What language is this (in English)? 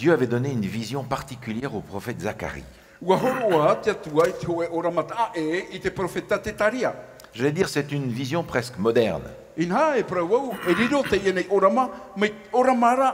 Tahitian